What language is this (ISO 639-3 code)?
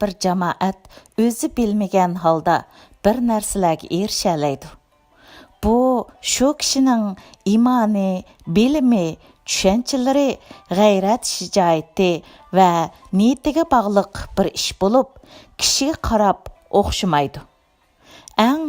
uig